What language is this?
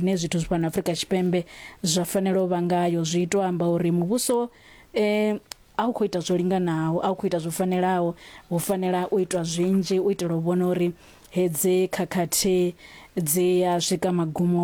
Venda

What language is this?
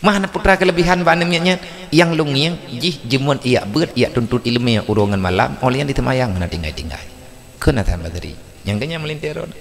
Achinese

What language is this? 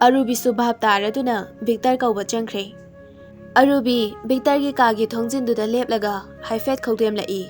Manipuri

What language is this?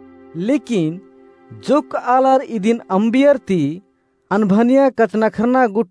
Kurukh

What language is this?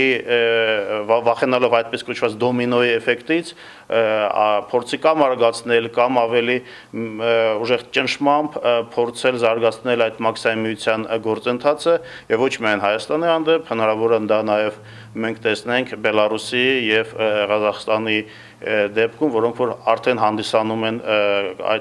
Armenian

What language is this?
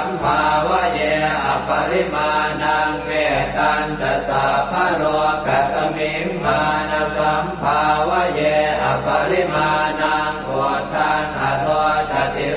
Pali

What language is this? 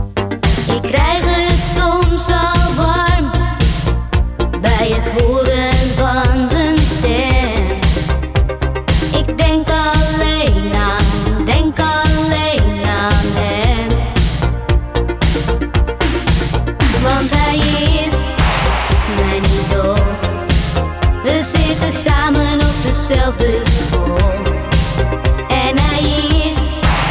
Dutch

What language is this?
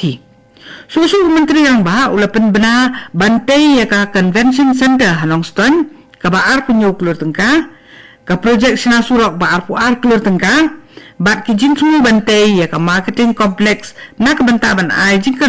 Khasi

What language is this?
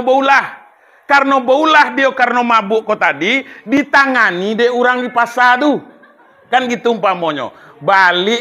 Minangkabau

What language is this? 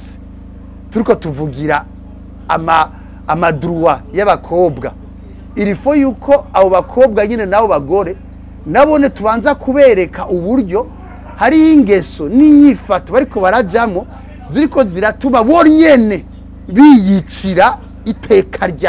Rundi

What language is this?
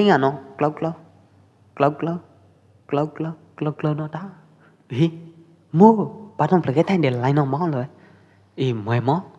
Pwo Eastern Karen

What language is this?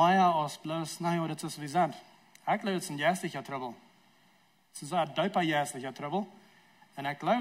Plautdietsch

